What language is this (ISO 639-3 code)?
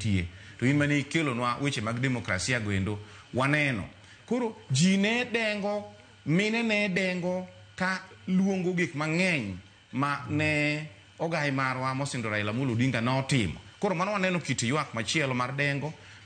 luo